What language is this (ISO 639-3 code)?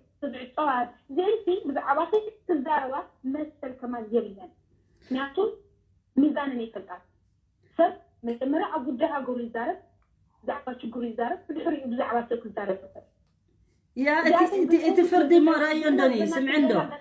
tir